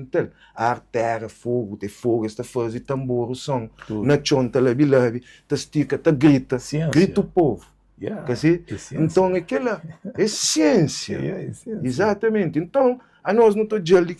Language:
Kabuverdianu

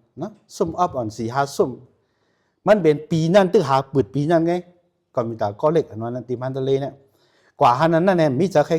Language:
Shan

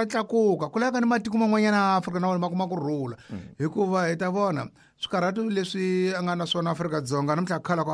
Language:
Tsonga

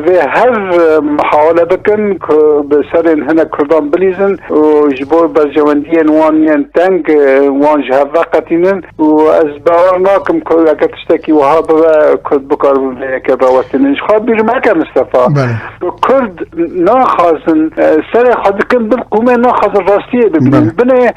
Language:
Kurdish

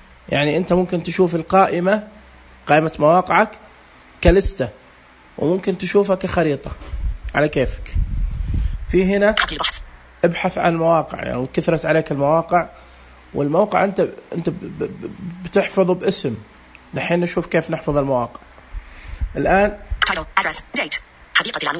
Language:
Najdi Arabic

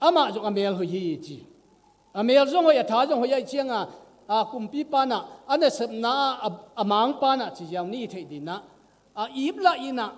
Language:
Tedim Chin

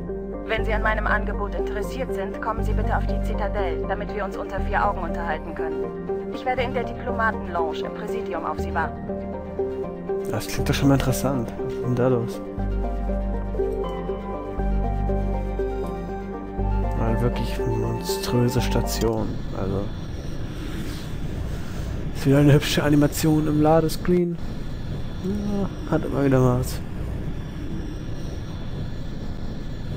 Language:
German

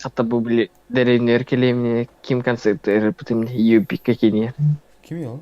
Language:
Yakut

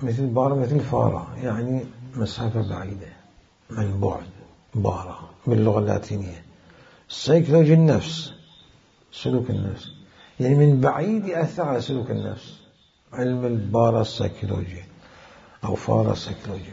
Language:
Mesopotamian Arabic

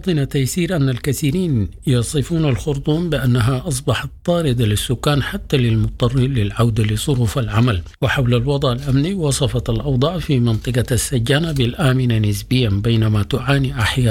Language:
Sudanese Arabic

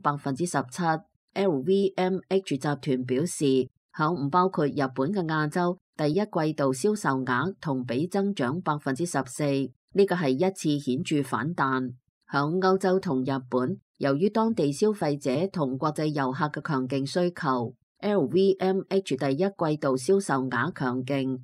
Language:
Cantonese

